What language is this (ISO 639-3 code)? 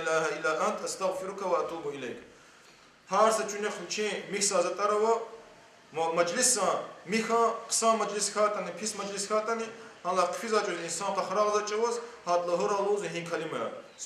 lez